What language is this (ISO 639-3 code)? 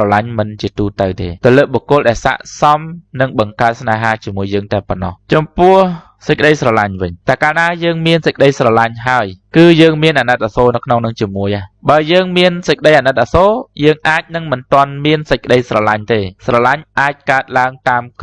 khm